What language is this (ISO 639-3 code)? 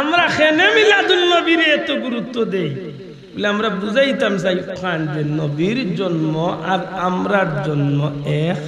syl